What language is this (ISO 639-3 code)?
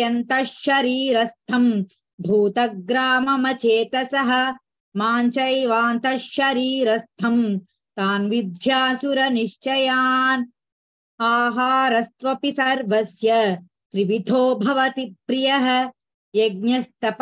san